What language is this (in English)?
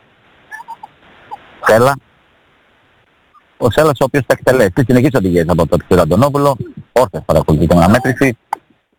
Greek